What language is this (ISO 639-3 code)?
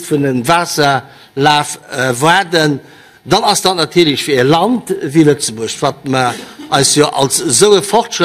ltz